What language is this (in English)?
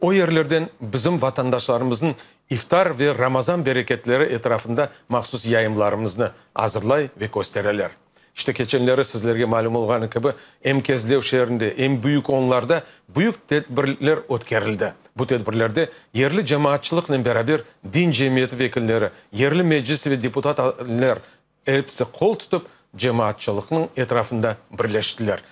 Crimean Tatar